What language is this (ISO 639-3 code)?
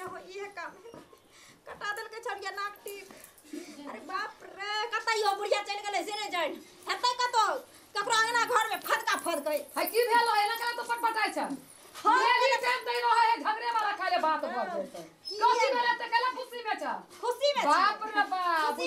mai